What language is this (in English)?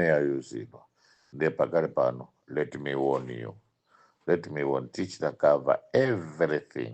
Nyanja